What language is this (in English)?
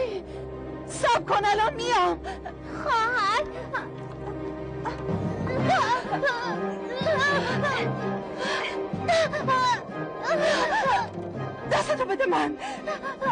Persian